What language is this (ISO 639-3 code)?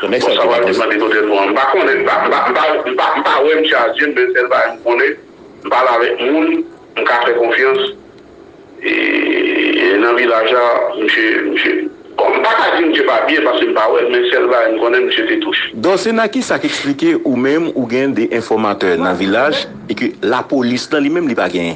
hat